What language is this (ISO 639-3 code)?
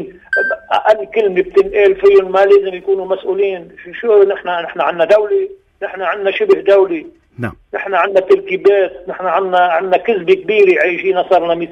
apc